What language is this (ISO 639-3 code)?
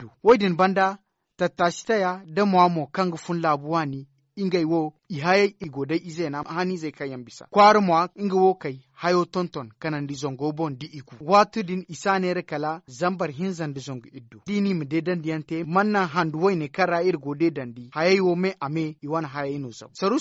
dje